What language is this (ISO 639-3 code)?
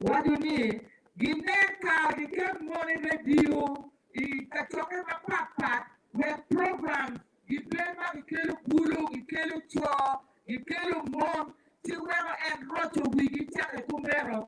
ach